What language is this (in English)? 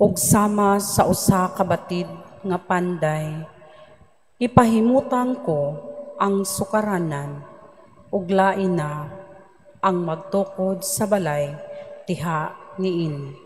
Cebuano